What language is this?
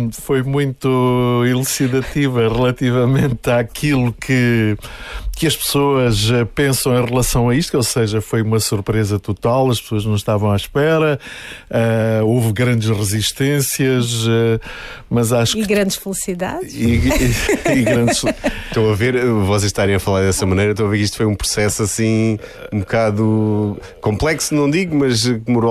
Portuguese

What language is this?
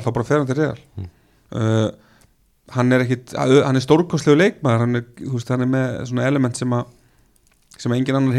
Icelandic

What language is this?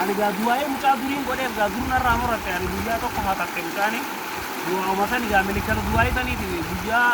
Oromo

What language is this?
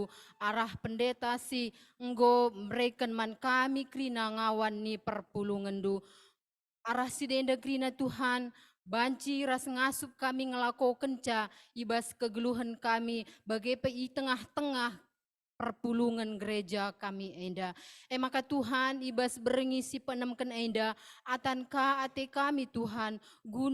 Batak Karo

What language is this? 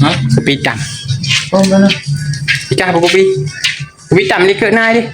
Achinese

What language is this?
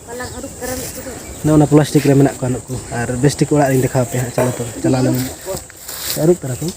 Santali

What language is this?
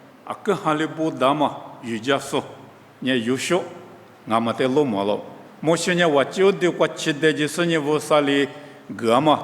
Lisu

